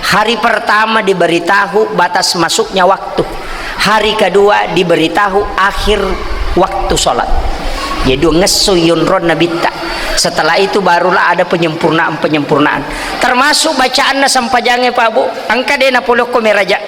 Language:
Buginese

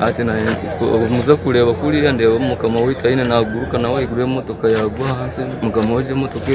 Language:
Nyankole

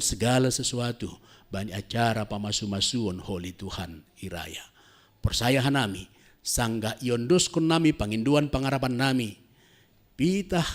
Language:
Batak Simalungun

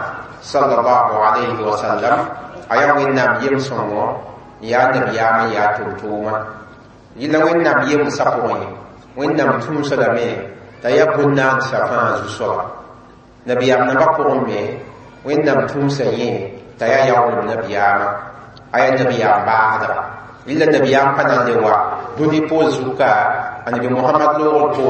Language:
Mossi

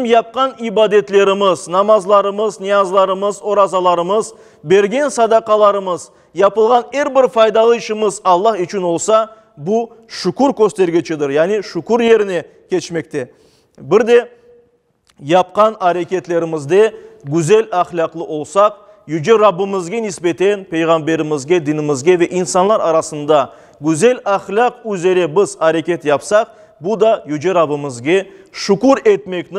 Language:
Crimean Tatar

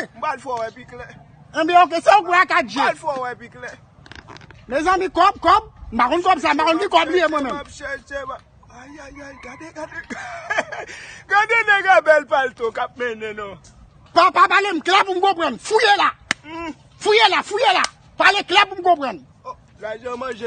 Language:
Haitian Creole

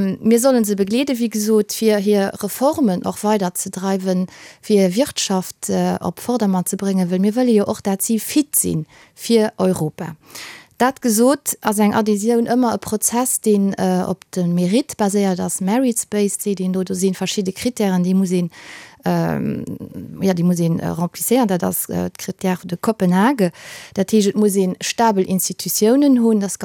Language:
Luxembourgish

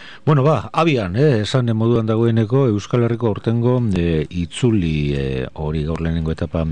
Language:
Basque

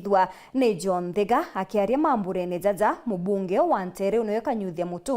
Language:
Meru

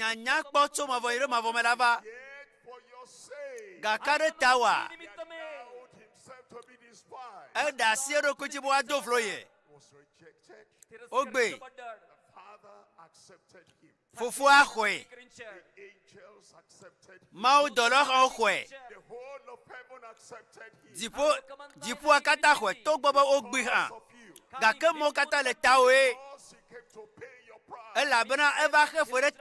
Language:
Ewe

